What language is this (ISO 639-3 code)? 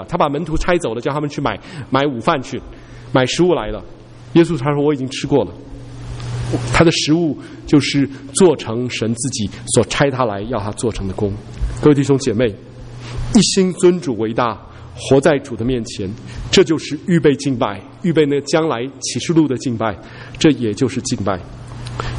zho